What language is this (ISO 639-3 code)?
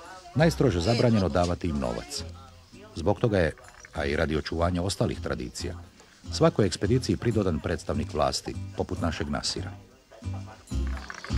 hrv